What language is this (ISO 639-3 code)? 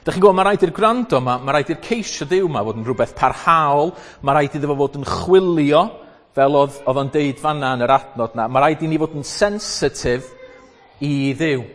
cym